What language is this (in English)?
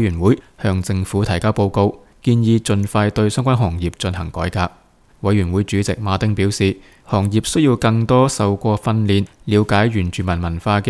Cantonese